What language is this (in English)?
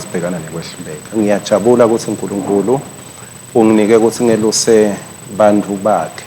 Swati